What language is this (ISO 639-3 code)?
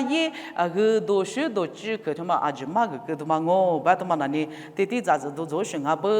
lis